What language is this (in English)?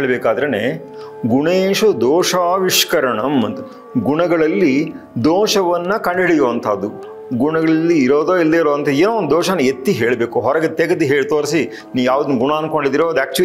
Kannada